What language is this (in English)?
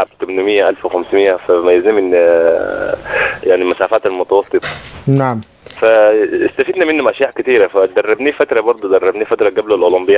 Sudanese Arabic